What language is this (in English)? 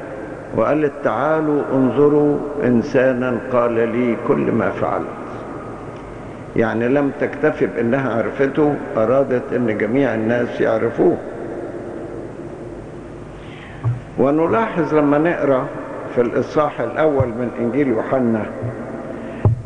Arabic